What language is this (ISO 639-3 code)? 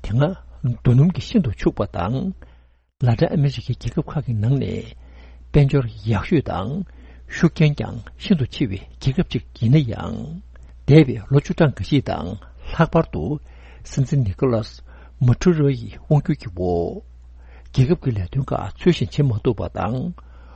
bod